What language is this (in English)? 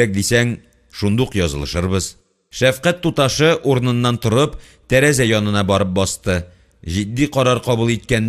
Tatar